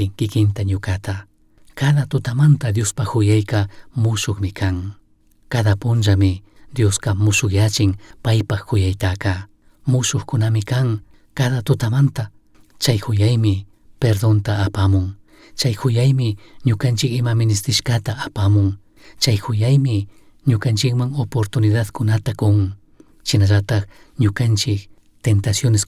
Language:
Chimborazo Highland Quichua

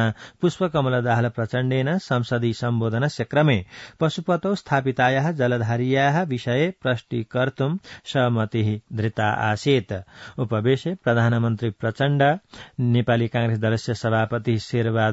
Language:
Sanskrit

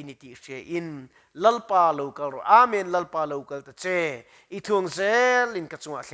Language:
Mizo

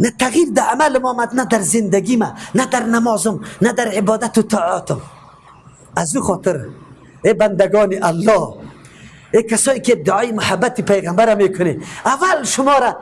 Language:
Persian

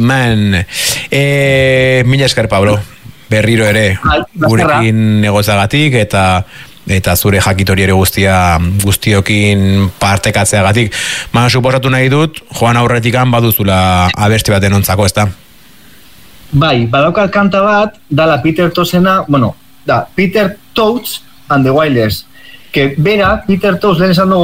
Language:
Basque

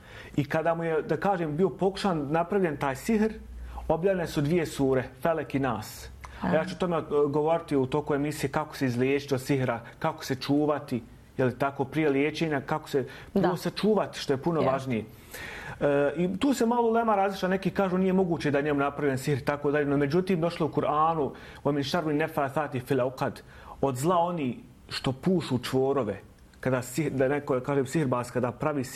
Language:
Bosnian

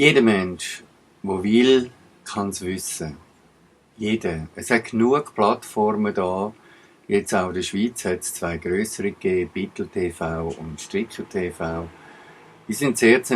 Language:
Swiss German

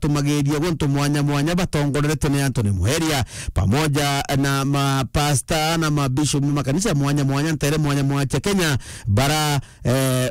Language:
Meru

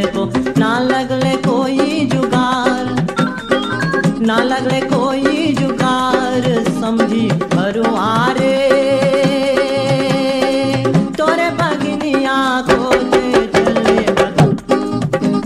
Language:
Bhojpuri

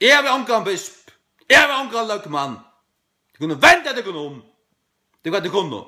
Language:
Faroese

